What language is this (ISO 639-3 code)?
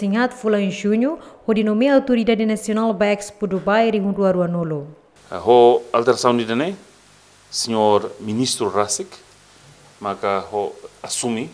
tet